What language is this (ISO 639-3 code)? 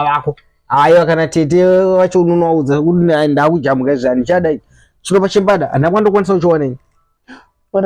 sna